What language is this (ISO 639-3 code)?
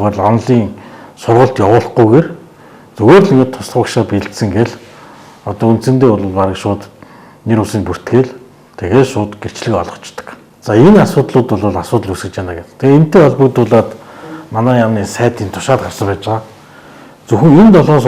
mon